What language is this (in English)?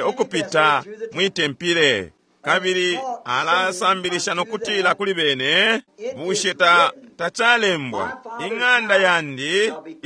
Bemba